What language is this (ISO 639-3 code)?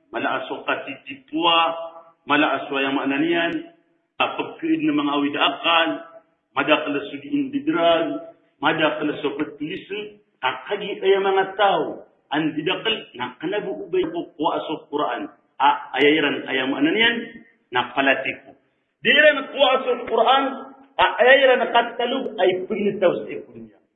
mrw